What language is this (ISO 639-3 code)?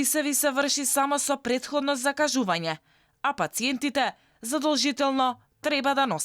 mkd